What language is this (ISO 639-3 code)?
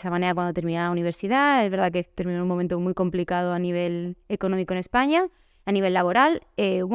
spa